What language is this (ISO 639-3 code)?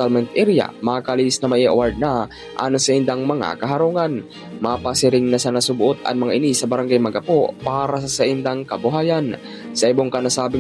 bik